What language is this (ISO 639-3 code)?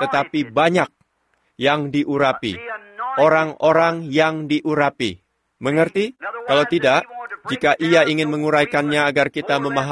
ind